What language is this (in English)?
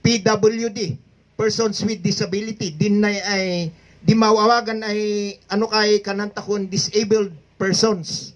Kankanaey